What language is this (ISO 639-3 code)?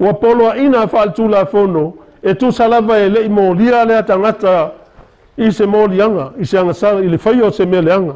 smo